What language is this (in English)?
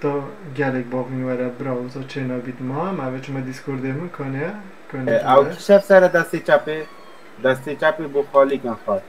Kurdish